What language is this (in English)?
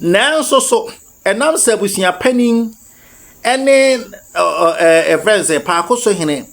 Akan